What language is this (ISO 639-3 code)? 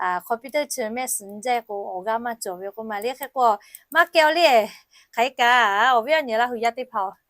lhu